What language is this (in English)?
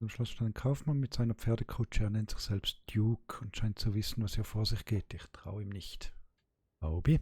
Swiss German